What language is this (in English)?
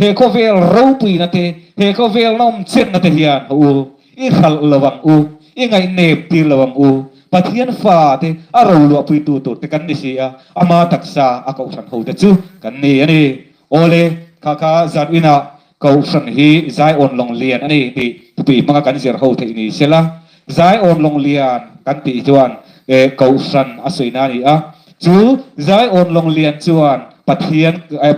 Mizo